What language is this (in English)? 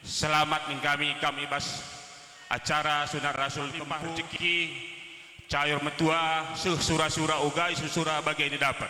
Batak Karo